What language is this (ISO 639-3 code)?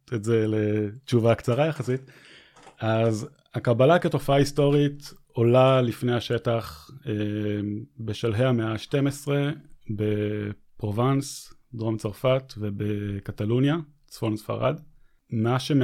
heb